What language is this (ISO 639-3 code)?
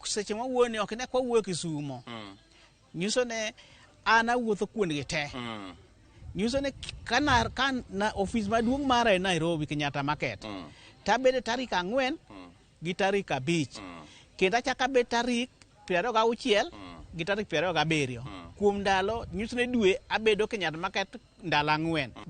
luo